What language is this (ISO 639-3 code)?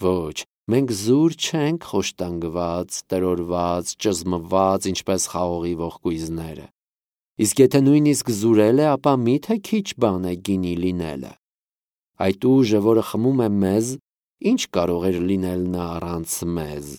hye